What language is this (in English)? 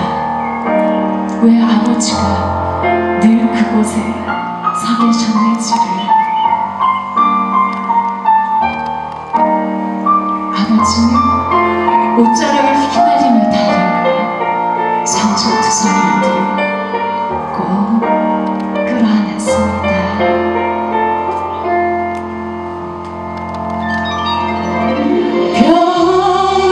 Korean